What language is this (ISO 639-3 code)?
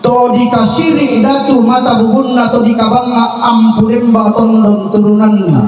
sda